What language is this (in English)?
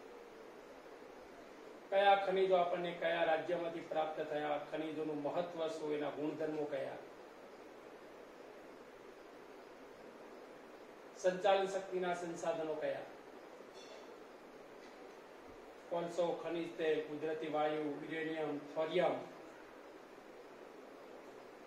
Gujarati